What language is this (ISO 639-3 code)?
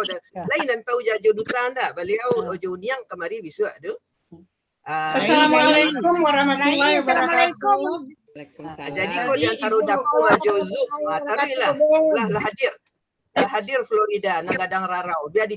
min